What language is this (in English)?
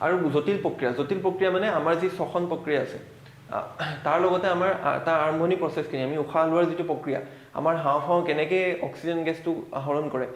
Assamese